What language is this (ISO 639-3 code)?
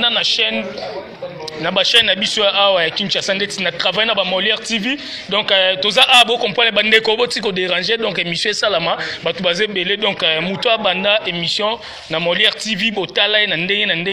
lin